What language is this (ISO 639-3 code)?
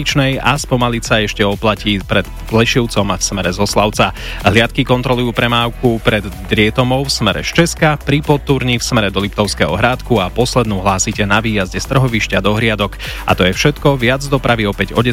slk